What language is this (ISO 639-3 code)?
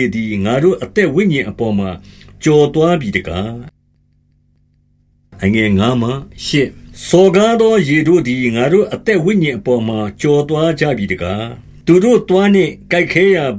mya